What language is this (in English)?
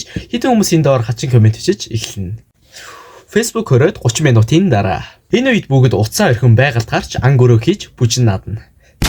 Mongolian